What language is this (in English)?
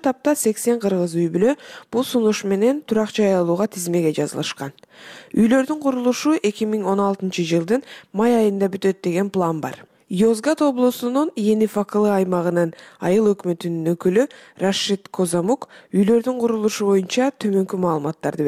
Kyrgyz